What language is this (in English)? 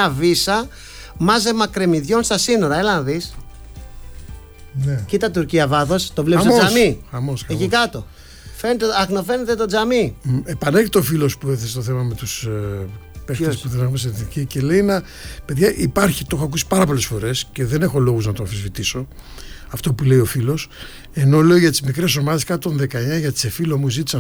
Greek